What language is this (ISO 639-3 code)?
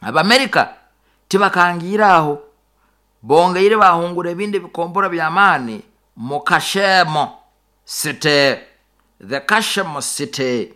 nyo